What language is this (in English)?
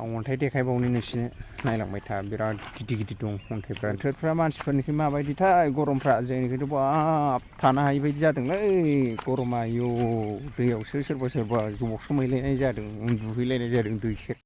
Bodo